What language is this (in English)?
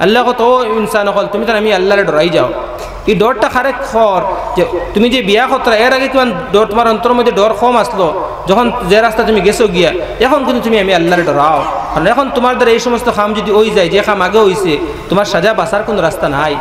Sylheti